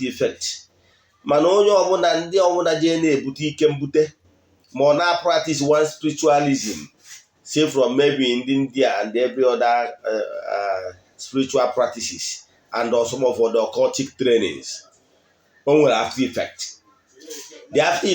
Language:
Igbo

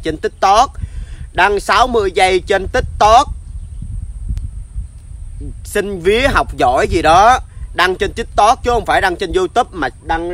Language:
Vietnamese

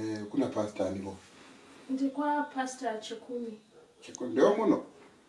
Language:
Shona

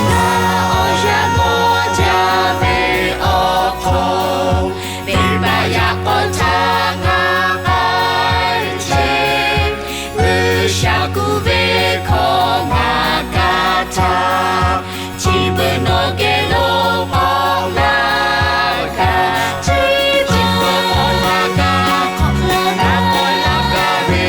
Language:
Lahu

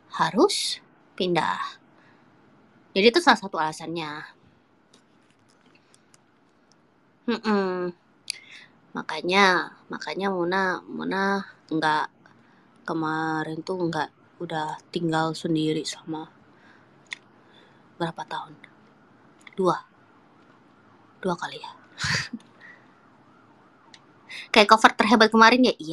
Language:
Indonesian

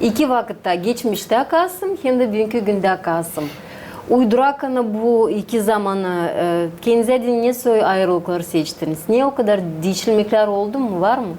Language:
Gagauz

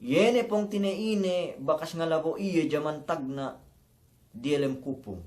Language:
Yakan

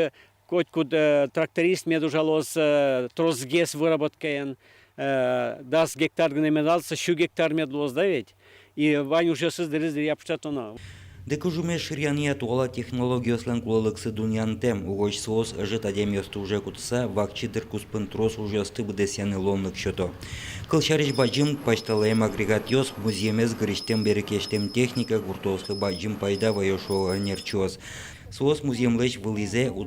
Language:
Udmurt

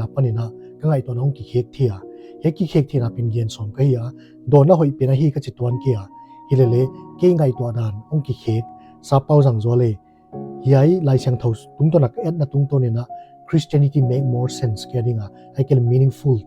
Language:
Paite Chin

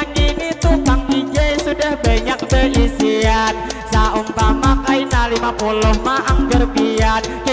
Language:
Banjar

